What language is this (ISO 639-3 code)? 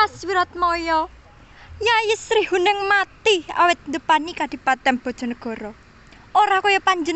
jav